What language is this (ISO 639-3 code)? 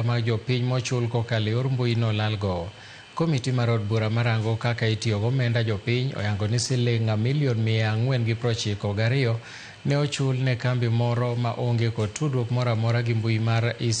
luo